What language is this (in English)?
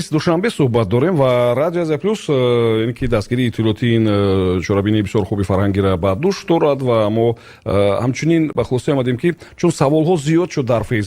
Tajik